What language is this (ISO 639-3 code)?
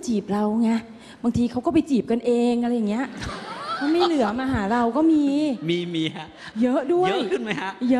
tha